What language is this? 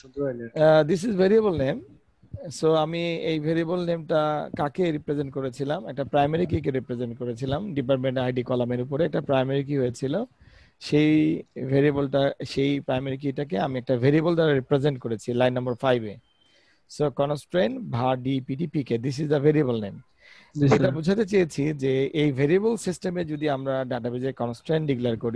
Bangla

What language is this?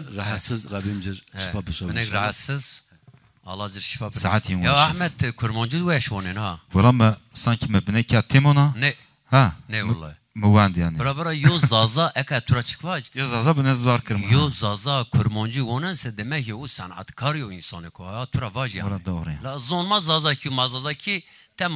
Zaza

